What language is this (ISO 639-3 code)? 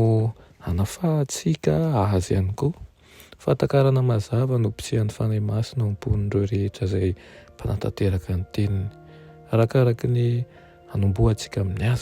mlg